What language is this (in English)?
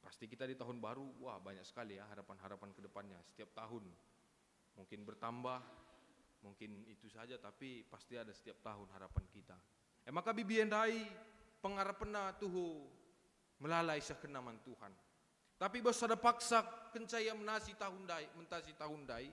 Batak Karo